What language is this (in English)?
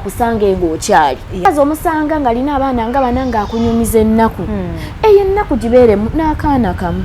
Ganda